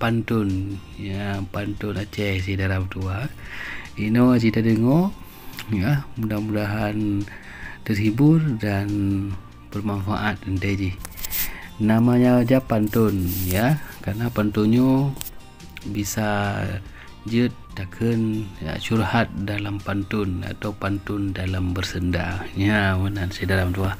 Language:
Achinese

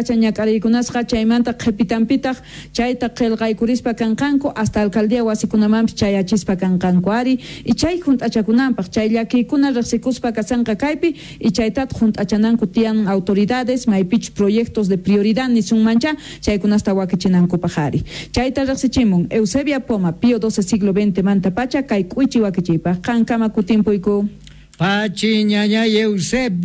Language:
Quechua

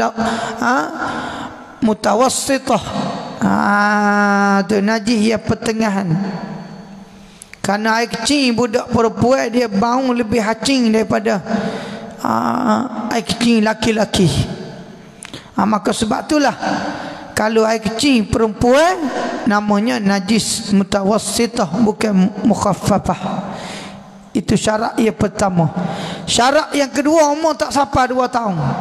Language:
Malay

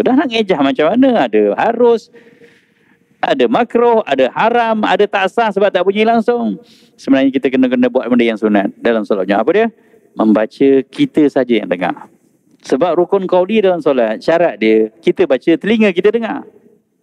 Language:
Malay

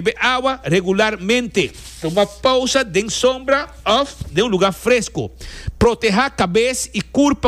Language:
Papiamento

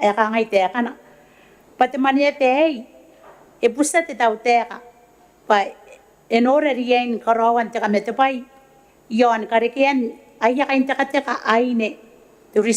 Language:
Gilbertese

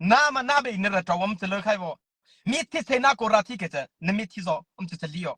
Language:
Mara Chin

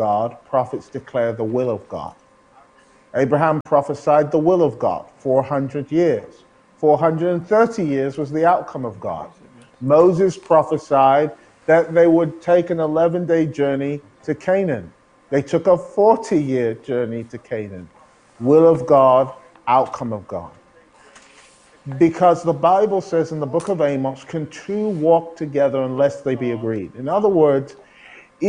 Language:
English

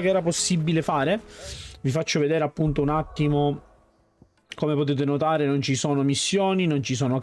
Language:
Italian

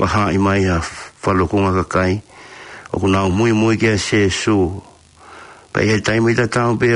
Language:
Tongan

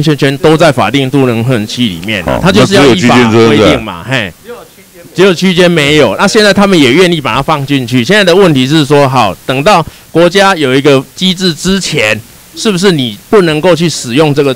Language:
Chinese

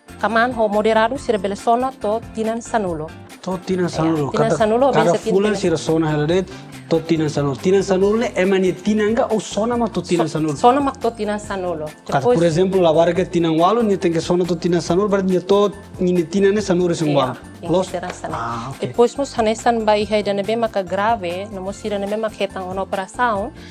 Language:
Tetum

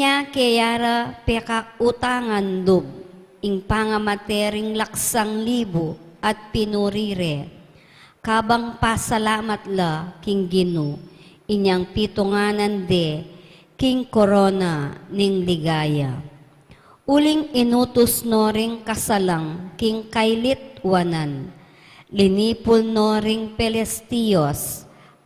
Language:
Pampanga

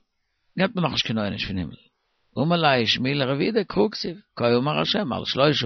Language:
Yiddish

